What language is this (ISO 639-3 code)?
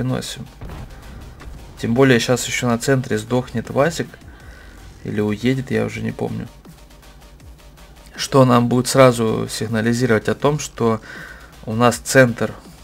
rus